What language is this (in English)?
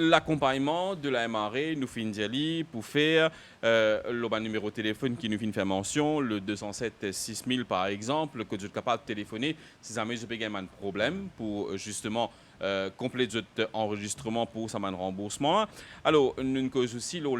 Morisyen